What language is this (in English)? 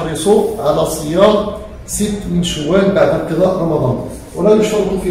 Arabic